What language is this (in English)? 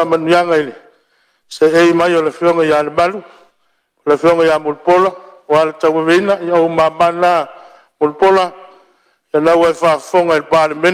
Samoan